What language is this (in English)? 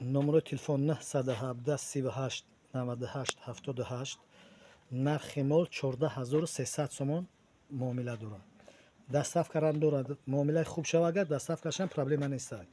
Tajik